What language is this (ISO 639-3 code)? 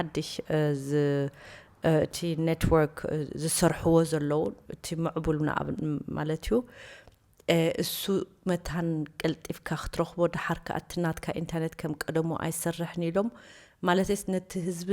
tir